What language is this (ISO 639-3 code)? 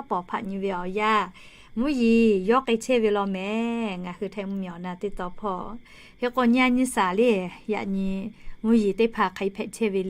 lhu